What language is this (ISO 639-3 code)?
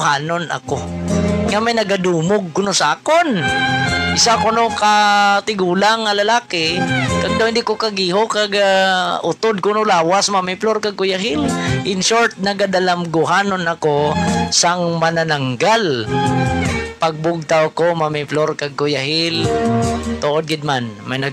hil